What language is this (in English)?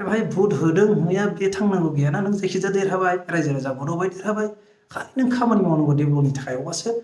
Bodo